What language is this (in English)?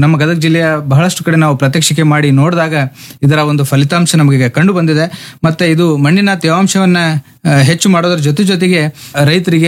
Kannada